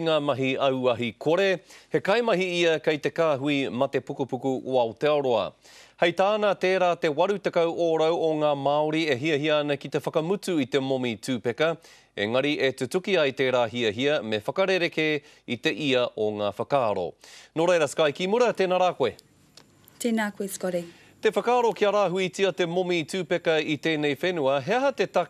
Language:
Māori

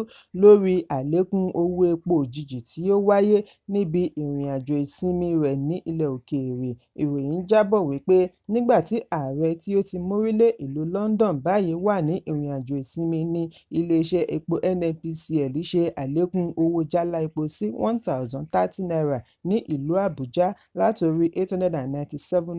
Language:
Yoruba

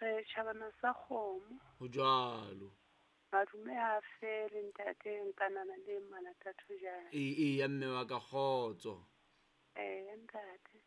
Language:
Southern Sotho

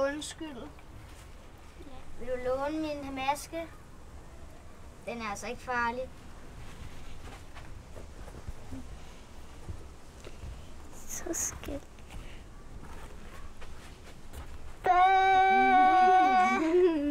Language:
Danish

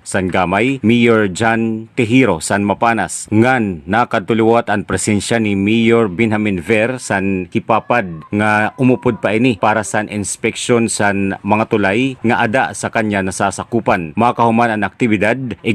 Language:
Waray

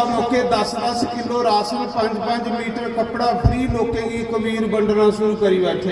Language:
Dogri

